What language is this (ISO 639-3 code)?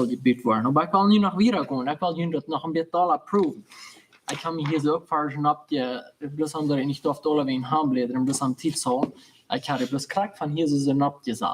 pdt